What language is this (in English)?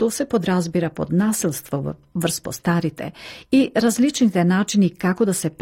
Macedonian